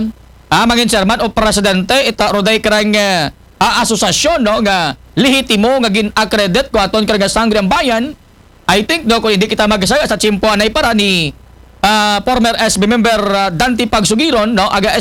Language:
Aklanon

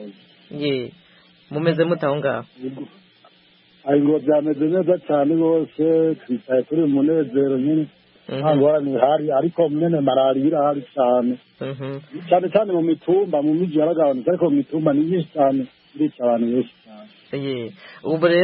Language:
Kinyarwanda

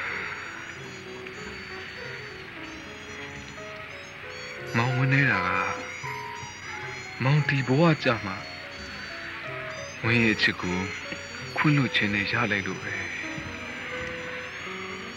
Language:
Burmese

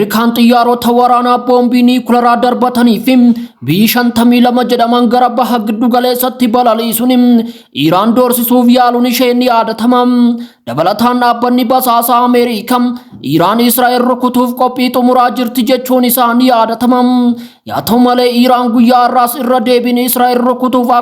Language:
Oromo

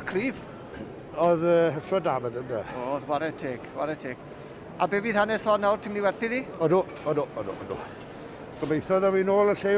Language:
Welsh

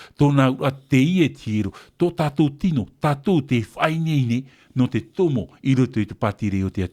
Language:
Tahitian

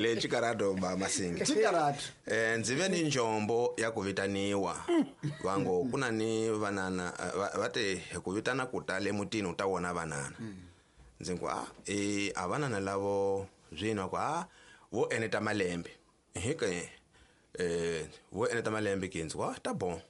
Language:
Tsonga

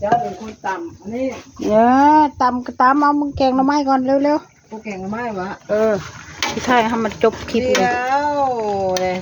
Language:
Northeastern Thai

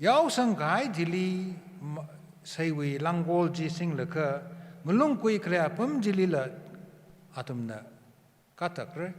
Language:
Tangkhul Naga (India)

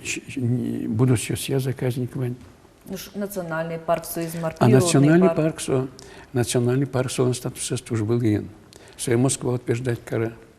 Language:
Udmurt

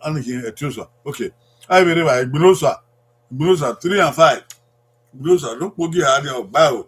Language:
Bini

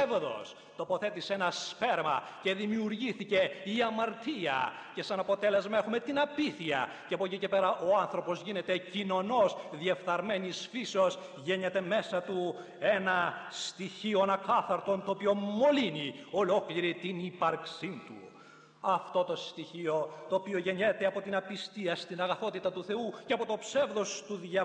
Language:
Greek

